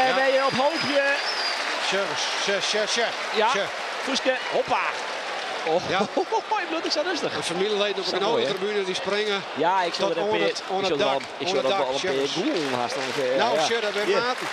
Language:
Western Frisian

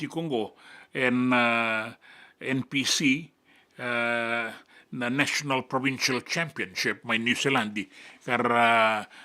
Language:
Fijian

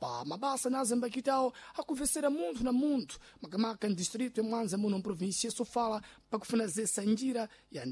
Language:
Sena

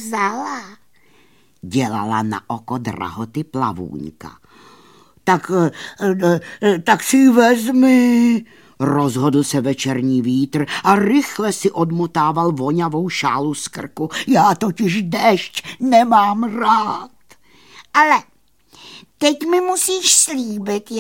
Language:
Czech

